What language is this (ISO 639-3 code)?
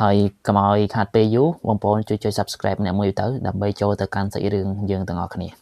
khm